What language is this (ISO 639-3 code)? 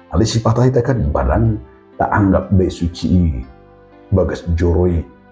bbc